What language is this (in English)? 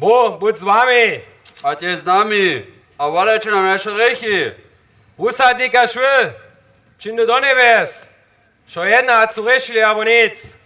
Upper Sorbian